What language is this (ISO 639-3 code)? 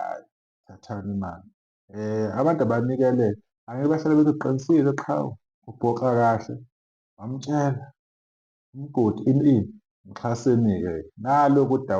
zul